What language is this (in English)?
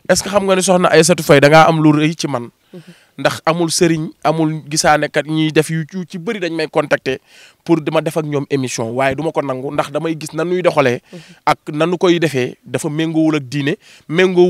Wolof